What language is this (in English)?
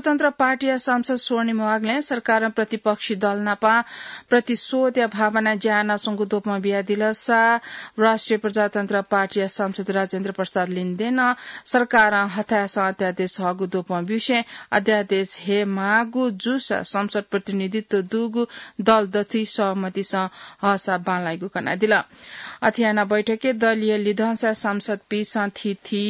Newari